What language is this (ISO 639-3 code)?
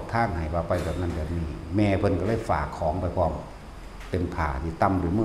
lao